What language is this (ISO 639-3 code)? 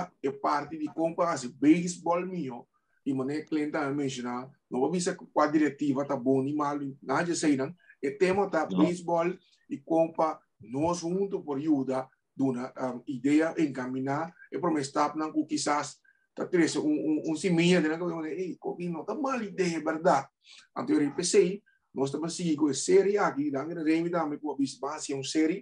pap